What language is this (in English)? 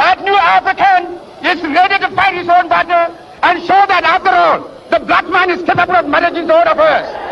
Ewe